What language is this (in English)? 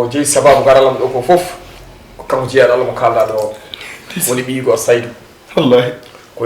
Fula